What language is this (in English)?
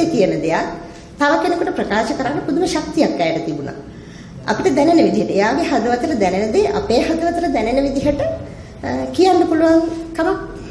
Sinhala